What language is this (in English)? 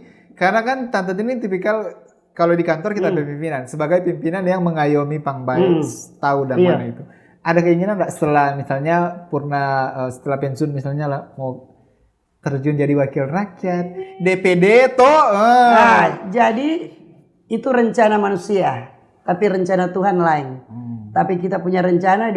Manado Malay